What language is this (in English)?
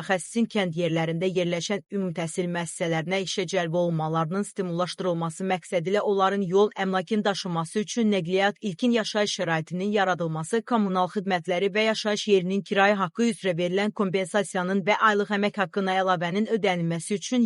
Azerbaijani